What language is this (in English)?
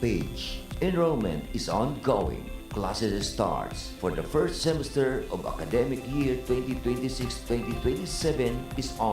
Bikol